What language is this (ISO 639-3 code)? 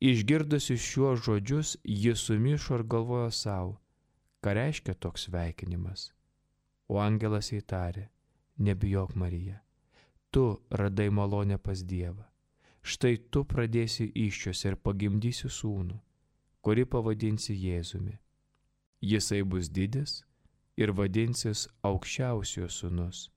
lit